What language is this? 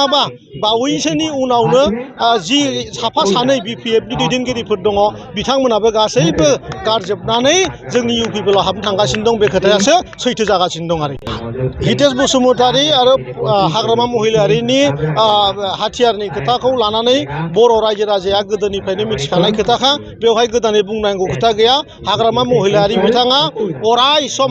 Bodo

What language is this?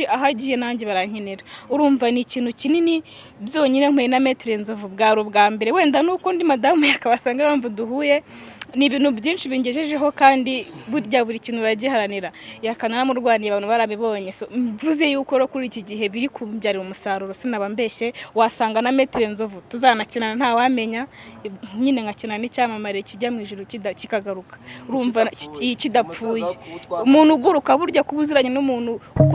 Kinyarwanda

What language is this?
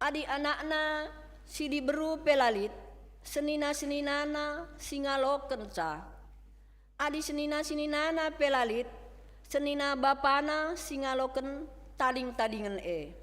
Batak Karo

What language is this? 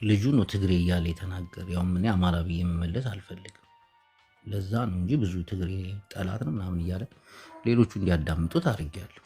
Amharic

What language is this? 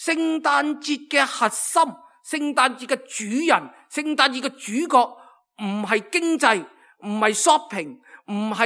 Cantonese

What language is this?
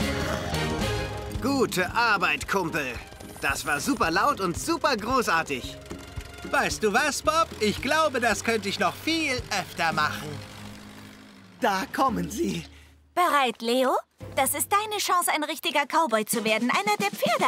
German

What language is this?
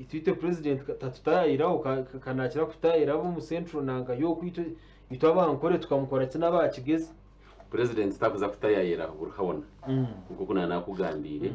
Nyankole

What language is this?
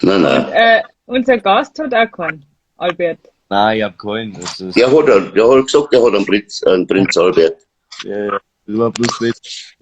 Bavarian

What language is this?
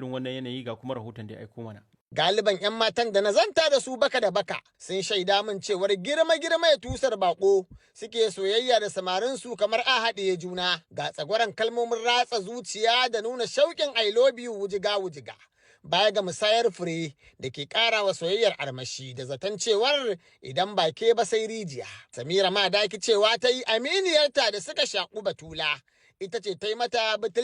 Hausa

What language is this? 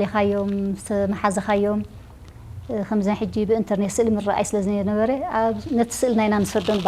Tigrinya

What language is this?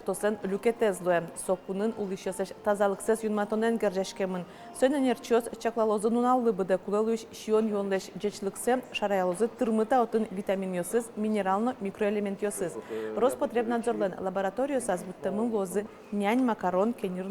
Udmurt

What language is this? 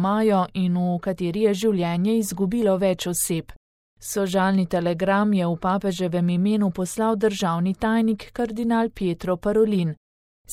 Slovenian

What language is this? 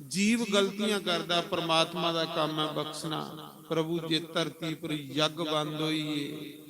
Dogri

